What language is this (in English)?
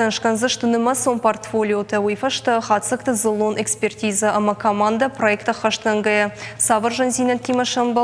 Ossetic